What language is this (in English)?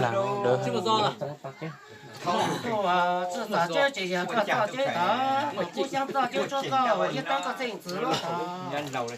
Hmong